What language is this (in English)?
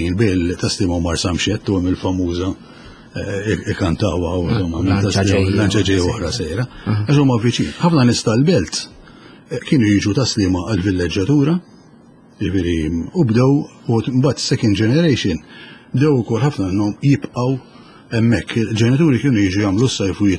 Maltese